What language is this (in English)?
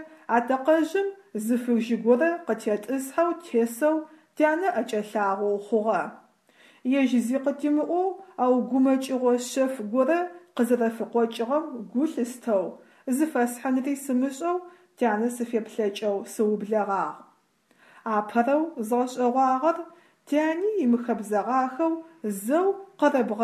Adyghe